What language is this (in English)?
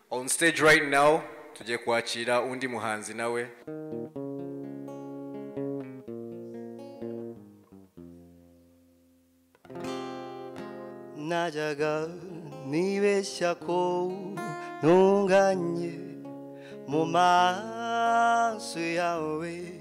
Kinyarwanda